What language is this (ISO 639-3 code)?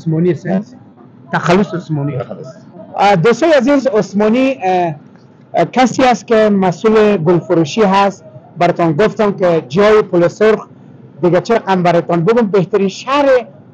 fas